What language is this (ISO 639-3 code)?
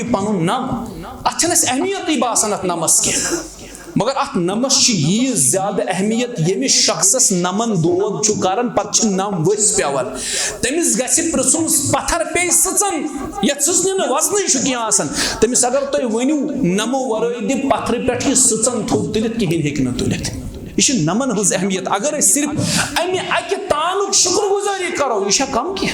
kas